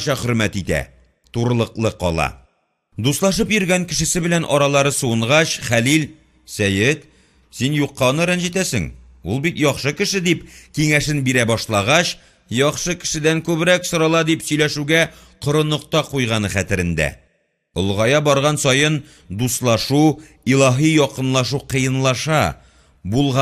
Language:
Tatar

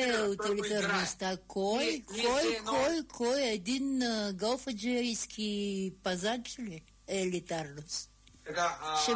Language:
Bulgarian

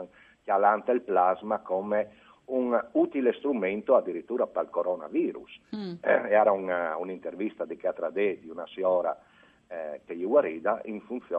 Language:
Friulian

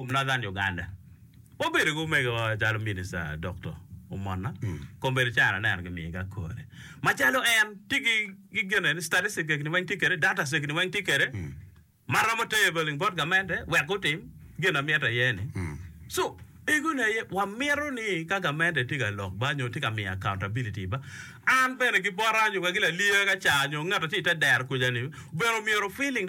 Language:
Acoli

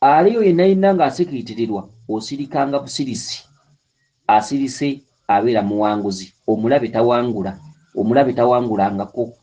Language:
Ganda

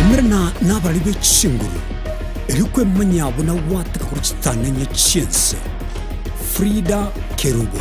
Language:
Gusii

